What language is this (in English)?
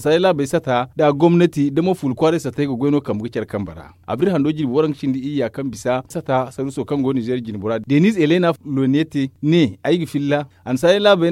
Zarma